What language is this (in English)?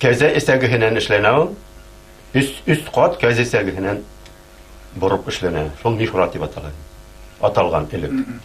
Bashkir